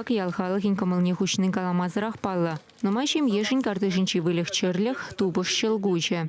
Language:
Chuvash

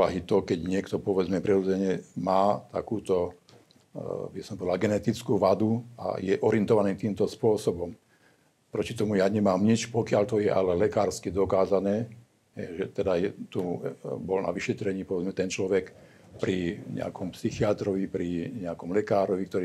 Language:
Slovak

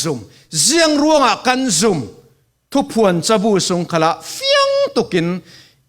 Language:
Falam Chin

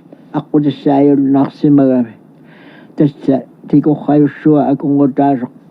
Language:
Kalaallisut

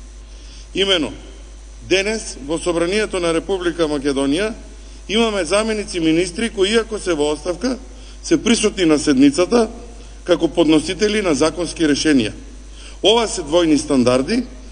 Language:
Macedonian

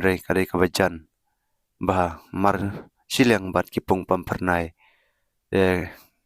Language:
Khasi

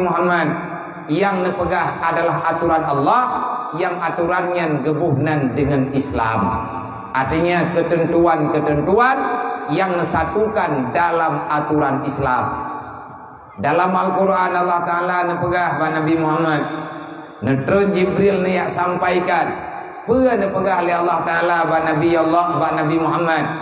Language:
Achinese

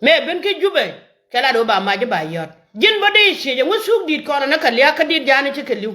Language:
Nuer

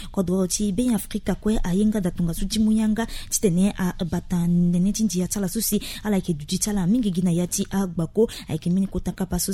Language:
Sango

